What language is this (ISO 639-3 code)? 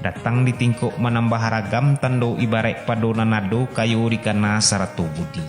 min